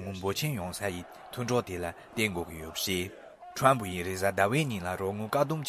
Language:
Tibetan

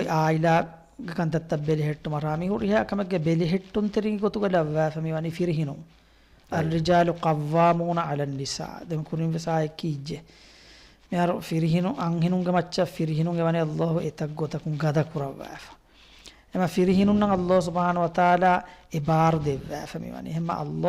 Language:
Divehi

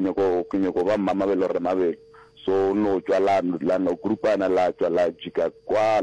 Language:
Northern Sotho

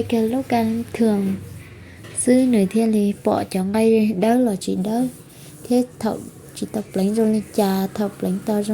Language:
Hmong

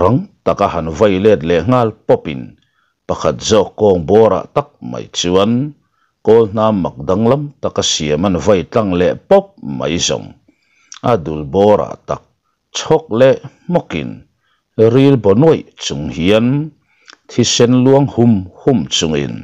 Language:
Mizo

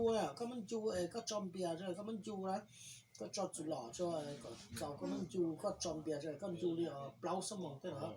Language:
Hmong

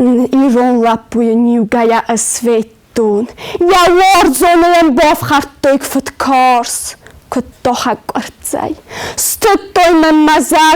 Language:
Ossetic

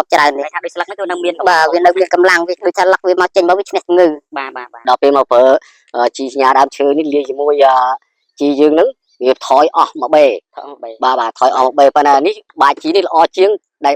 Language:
Khmer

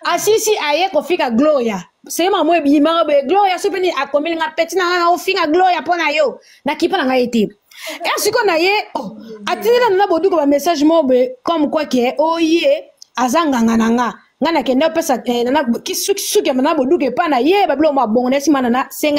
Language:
Lingala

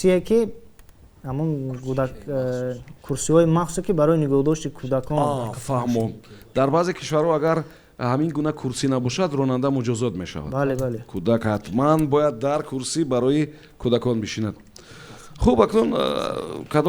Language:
Tajik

